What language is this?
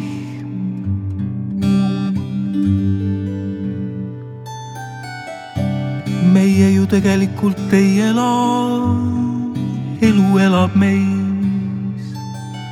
Estonian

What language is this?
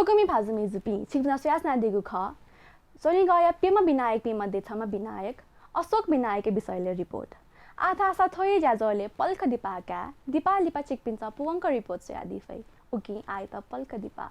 Newari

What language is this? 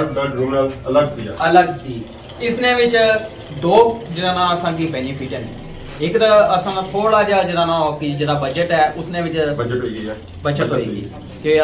Pahari-Potwari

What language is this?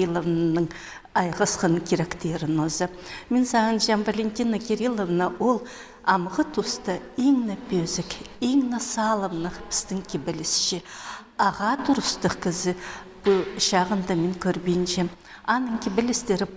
Khakas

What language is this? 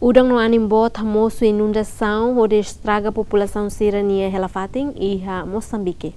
Tetum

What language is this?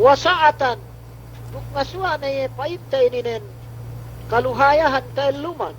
Yakan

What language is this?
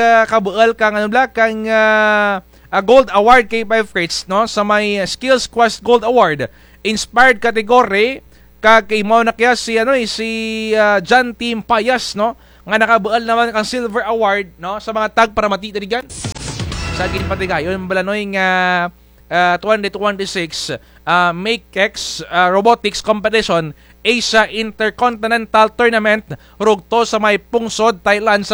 Kinaray-a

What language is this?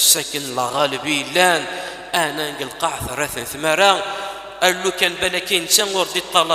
Kabyle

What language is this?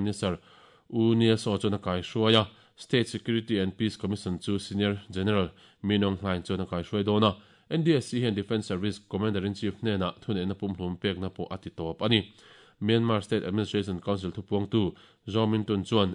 Mizo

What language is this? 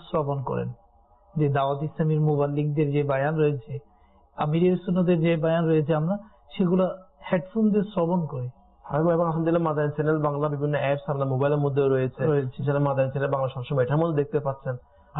Bangla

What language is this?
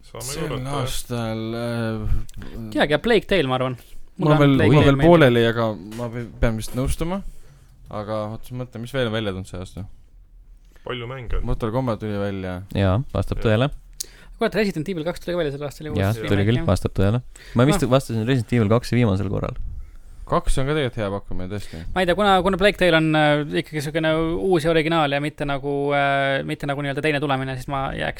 Estonian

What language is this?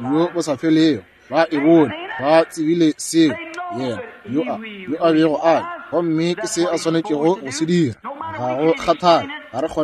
Northern Sotho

